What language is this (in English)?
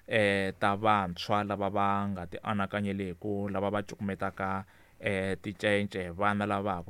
Tsonga